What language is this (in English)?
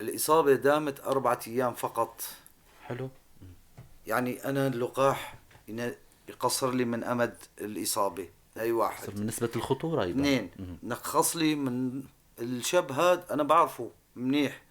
North Levantine Arabic